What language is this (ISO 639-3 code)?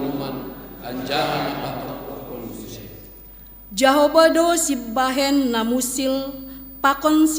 bts